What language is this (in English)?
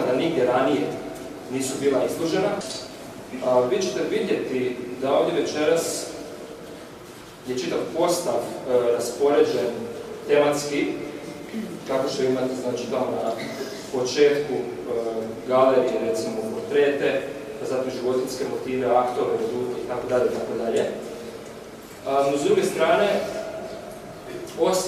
Croatian